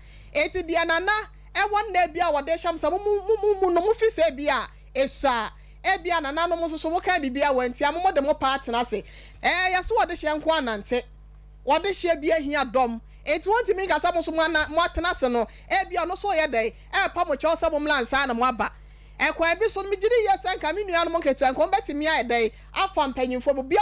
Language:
Akan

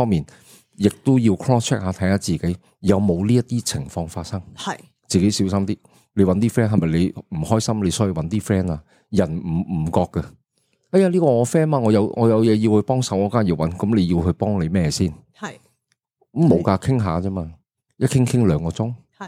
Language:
Cantonese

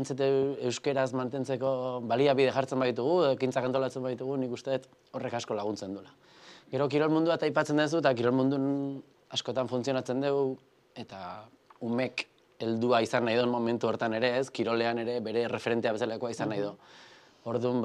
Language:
Basque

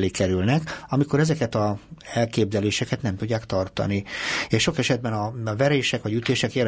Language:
Hungarian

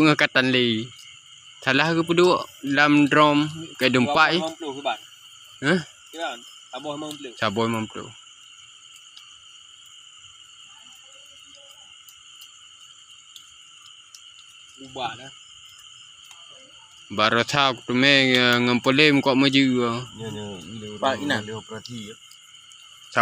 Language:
Malay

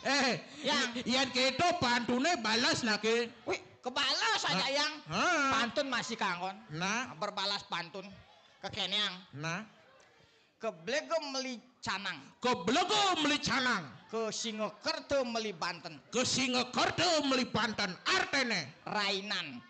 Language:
Balinese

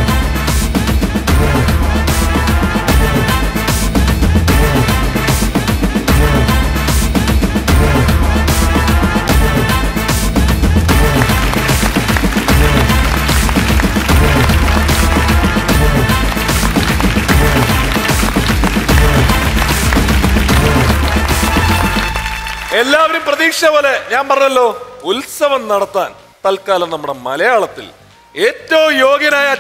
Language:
Malayalam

